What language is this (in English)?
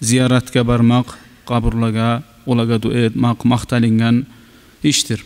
Kumyk